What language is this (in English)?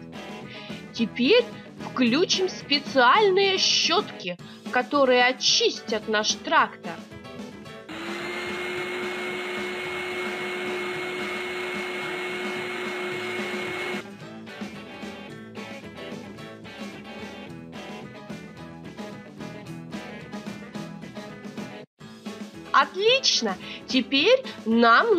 Russian